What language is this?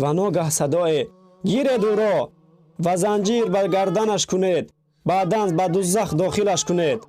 Tajik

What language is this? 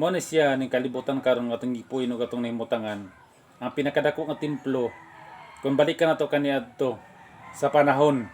Cebuano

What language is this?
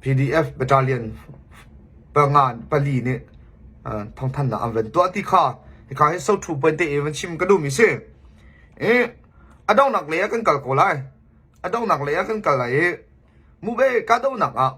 Hakha Chin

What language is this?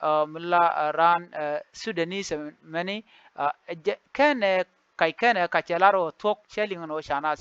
Nuer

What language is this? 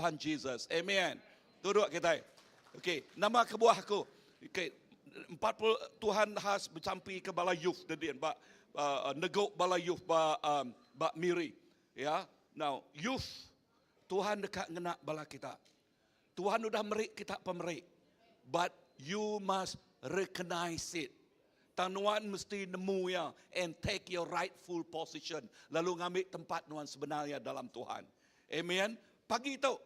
Iban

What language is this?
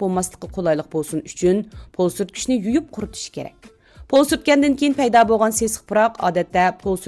Uyghur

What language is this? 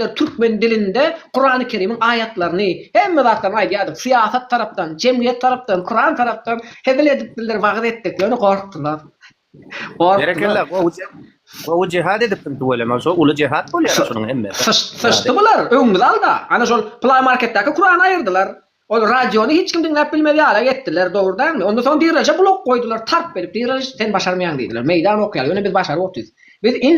Turkmen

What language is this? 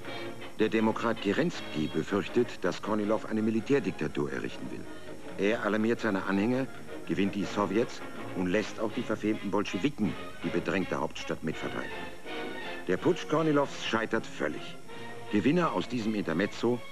German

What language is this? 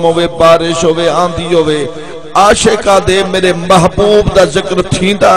Saraiki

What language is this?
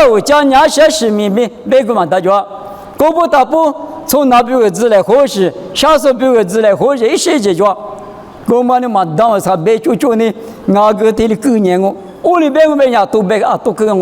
Lisu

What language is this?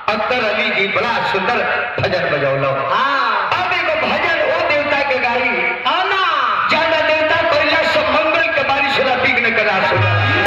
Bhojpuri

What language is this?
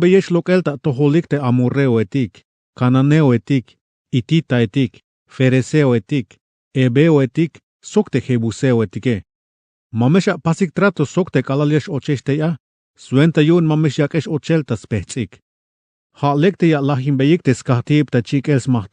Tzeltal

